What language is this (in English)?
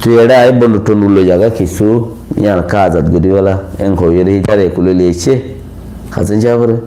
Rohingya